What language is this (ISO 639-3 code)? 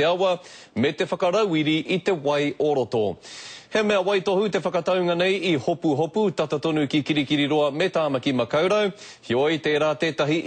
mri